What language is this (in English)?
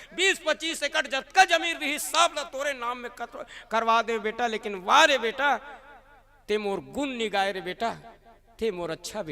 Chhattisgarhi